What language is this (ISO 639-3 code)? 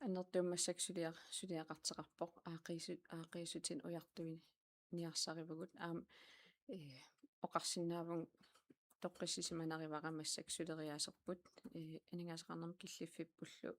kal